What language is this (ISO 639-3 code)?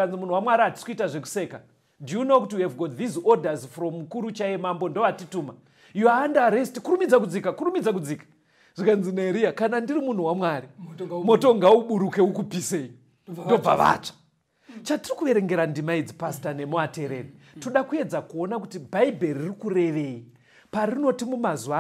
sna